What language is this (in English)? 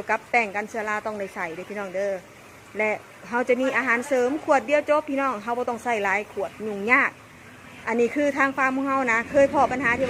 Northeastern Thai